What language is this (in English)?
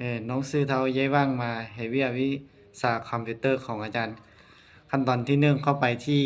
Lao